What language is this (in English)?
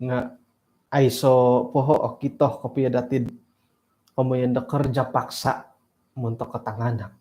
Central Dusun